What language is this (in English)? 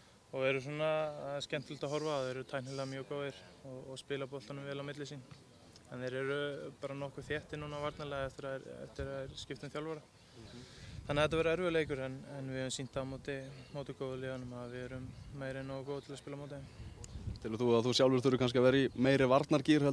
Icelandic